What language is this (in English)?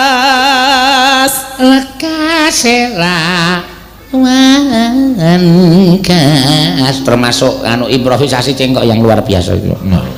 Javanese